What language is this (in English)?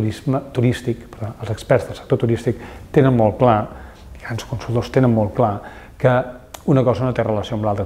Catalan